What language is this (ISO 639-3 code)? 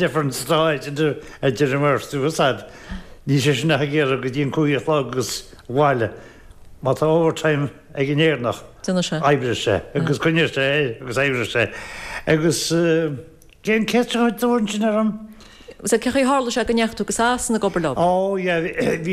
gle